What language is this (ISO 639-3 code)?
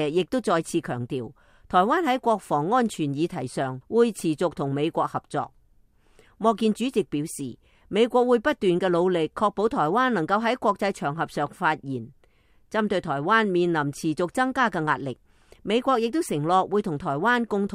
yue